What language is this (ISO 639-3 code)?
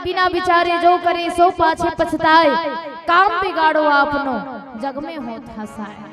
hne